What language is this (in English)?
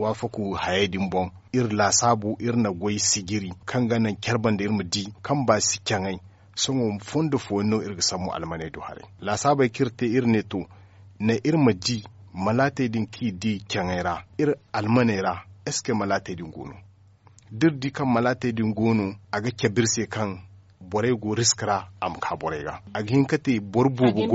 Zarma